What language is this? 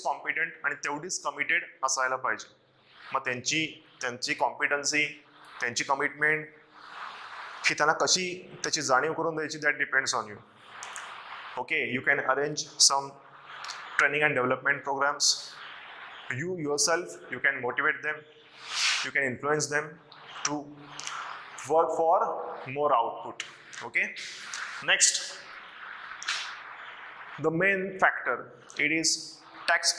Marathi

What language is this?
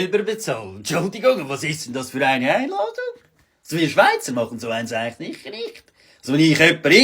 Swiss German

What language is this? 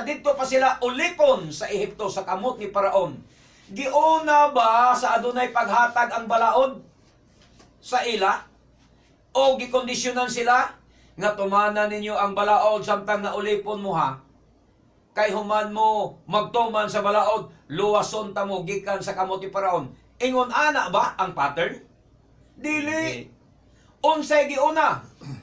Cebuano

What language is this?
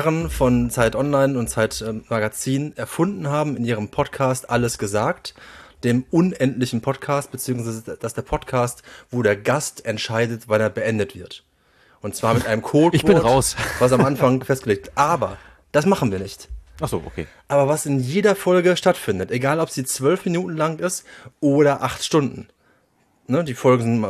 German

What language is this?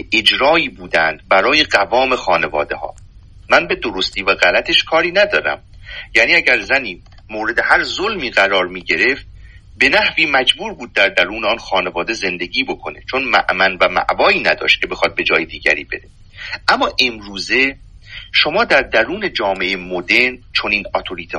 Persian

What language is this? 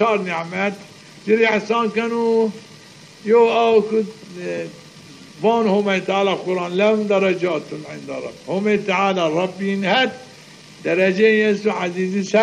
Zaza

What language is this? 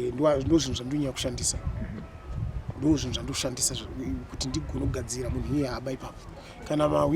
Shona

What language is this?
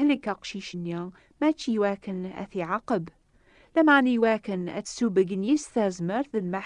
Kabyle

